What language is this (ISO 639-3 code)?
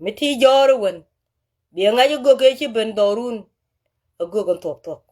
nus